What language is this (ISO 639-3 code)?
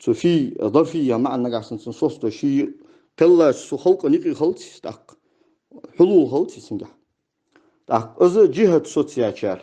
inh